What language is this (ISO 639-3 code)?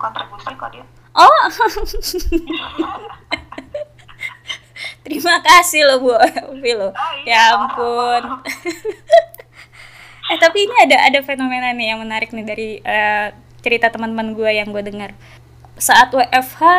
ind